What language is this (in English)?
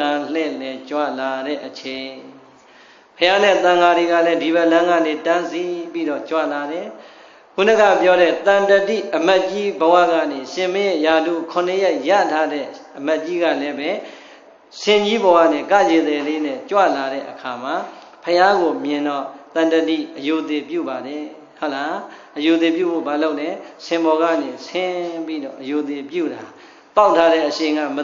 Burmese